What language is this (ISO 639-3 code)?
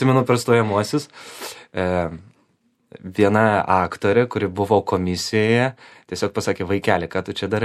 lit